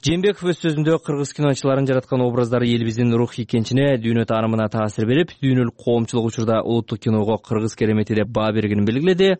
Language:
Kyrgyz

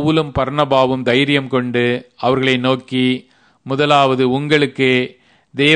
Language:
Tamil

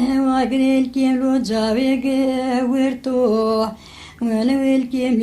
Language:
Zaza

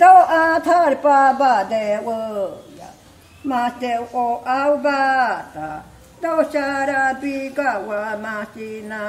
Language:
Māori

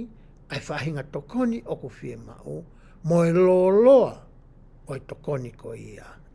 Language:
Tongan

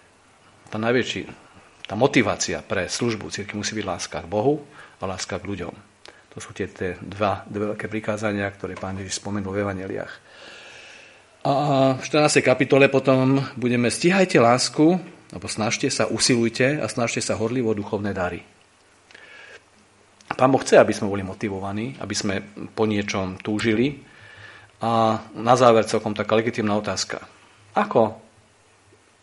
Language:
Slovak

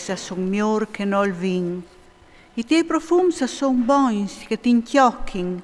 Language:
Friulian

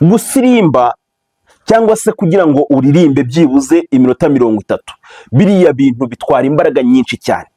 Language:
Kinyarwanda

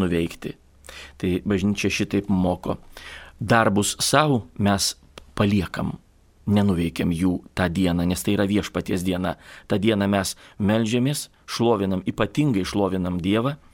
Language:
Lithuanian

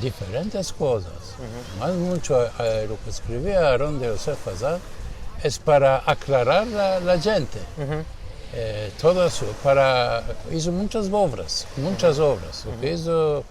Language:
Ladino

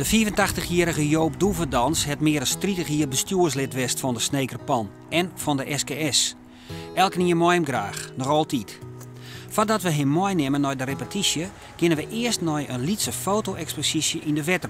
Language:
Western Frisian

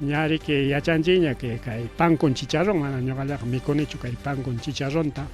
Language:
Ayacucho Quechua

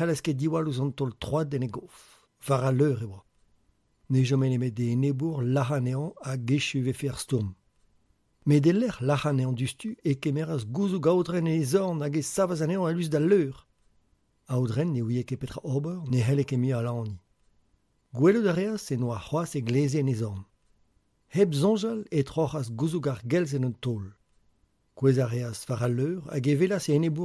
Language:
Breton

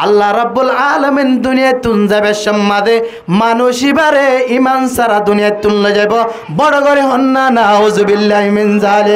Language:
Rohingya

